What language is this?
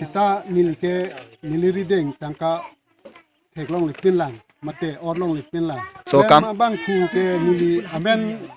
Karbi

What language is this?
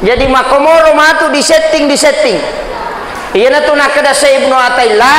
Buginese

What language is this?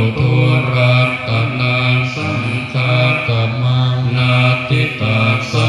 Pali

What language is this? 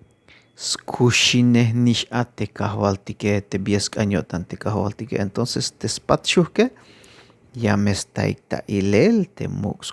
Tzeltal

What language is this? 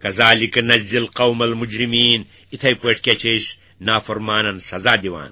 Kashmiri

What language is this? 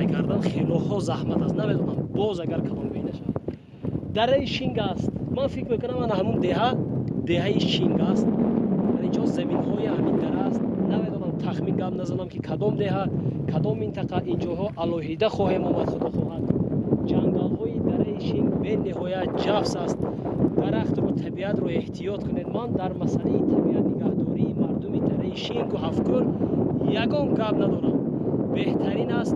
Tajik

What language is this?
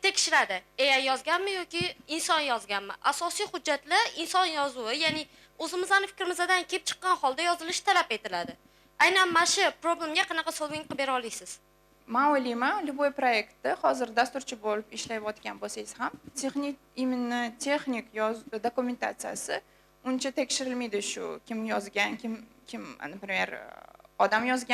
Uzbek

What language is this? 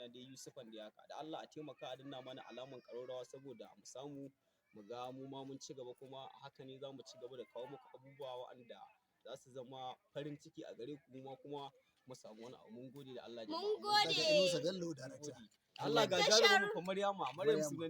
Hausa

